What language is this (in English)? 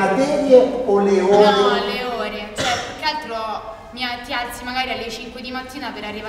Italian